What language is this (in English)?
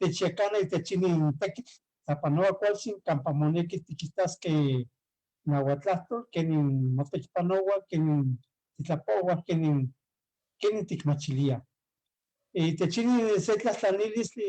Eastern Huasteca Nahuatl